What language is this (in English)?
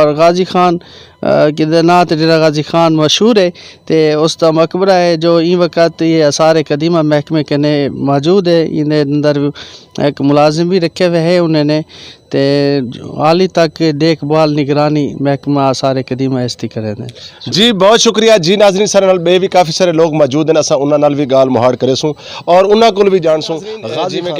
Saraiki